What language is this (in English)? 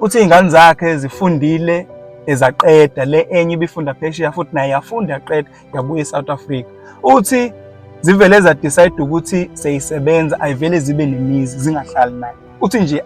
Zulu